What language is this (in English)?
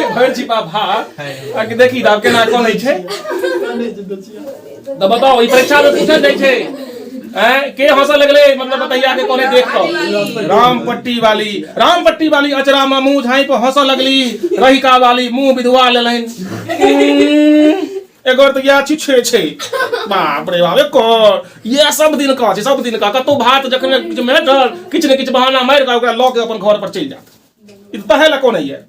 Maithili